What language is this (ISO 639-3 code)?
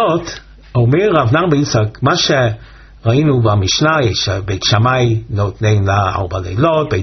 heb